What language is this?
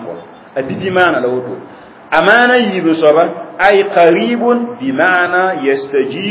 Mossi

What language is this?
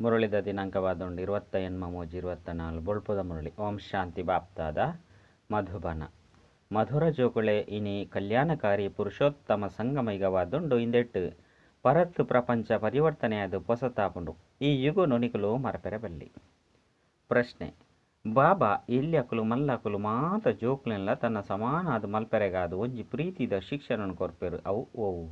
Tulu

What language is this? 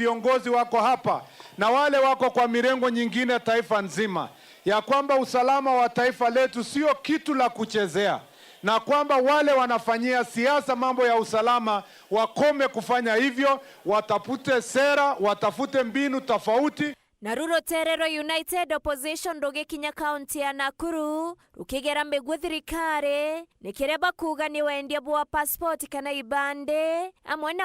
Meru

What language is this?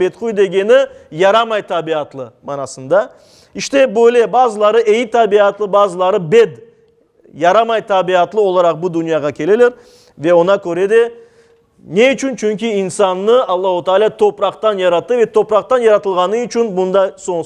Crimean Tatar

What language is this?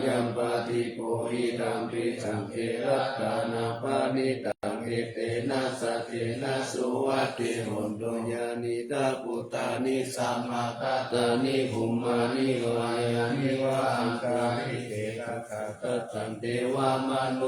Pali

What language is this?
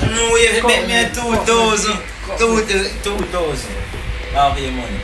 Jamaican Creole English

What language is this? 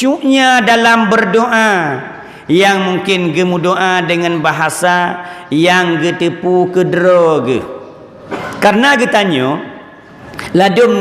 Achinese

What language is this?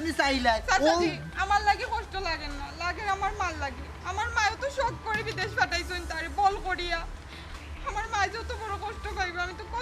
Sylheti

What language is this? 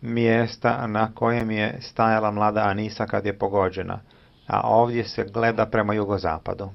Serbian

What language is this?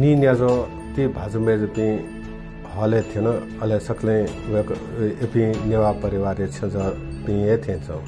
Newari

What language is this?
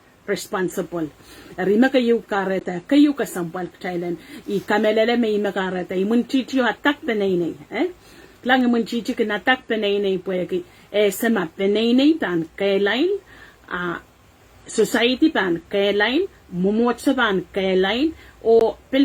Pohnpeian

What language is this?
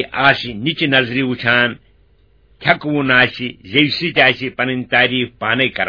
Kashmiri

